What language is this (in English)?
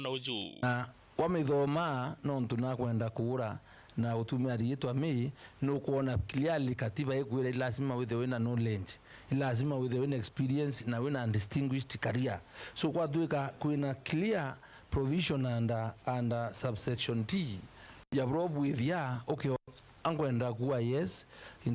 Meru